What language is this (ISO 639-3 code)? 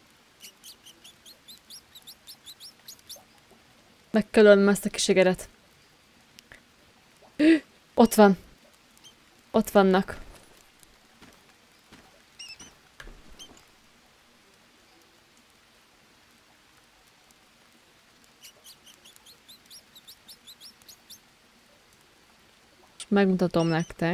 hun